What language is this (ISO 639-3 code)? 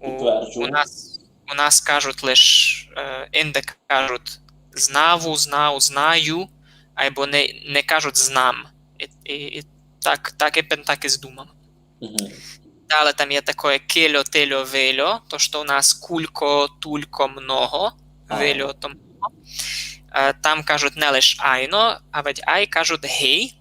rue